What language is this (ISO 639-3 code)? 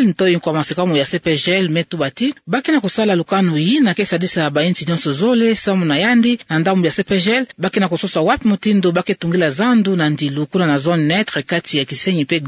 ktu